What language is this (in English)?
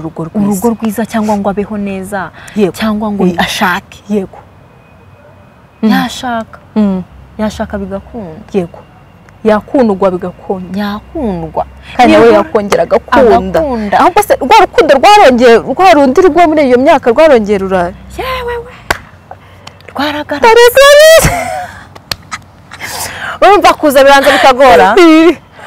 Kinyarwanda